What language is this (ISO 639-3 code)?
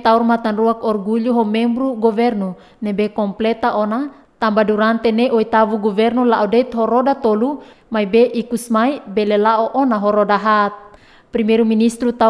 tet